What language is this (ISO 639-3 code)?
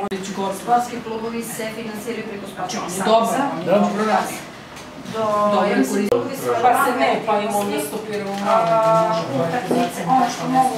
srp